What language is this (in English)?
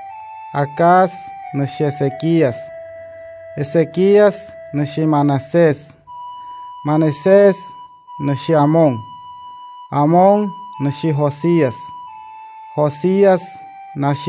Wayuu